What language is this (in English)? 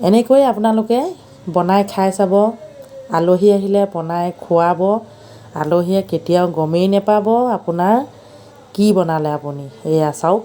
Assamese